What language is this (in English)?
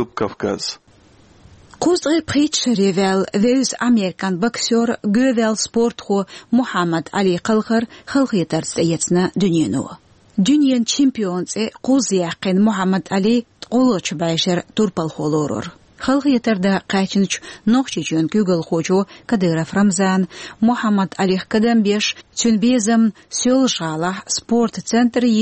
Chechen